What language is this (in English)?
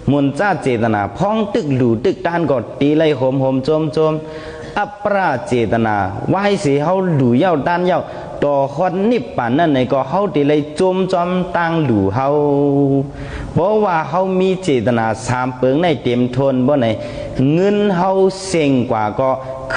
Shan